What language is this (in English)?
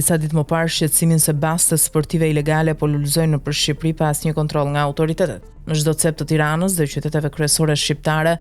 Albanian